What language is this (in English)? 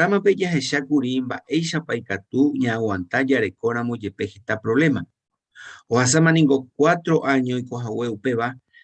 Guarani